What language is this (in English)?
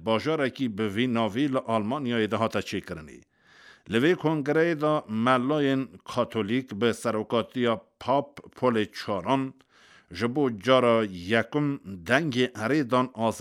Kurdish